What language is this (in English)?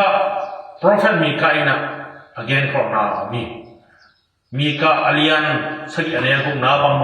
Tedim Chin